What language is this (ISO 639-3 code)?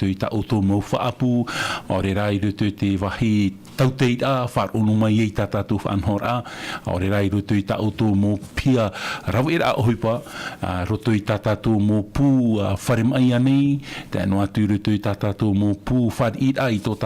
tah